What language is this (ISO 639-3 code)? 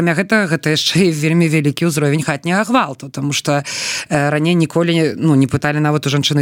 bel